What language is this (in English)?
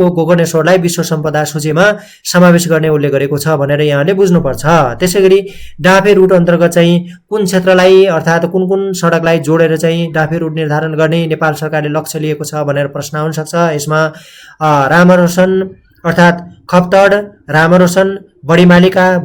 Nepali